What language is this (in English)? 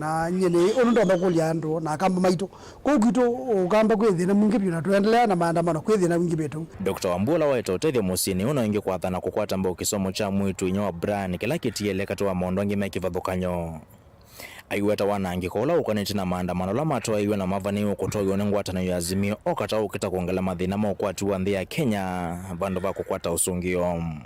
Kamba